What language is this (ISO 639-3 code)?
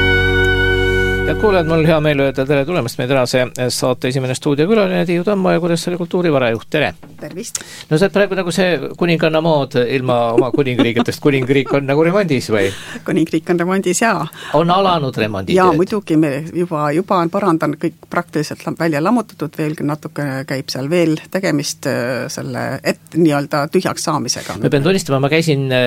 est